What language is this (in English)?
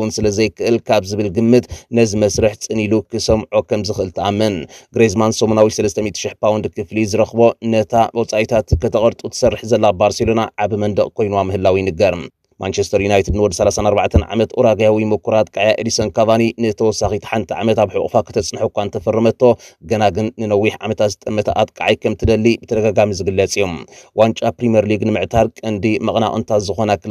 Tigrinya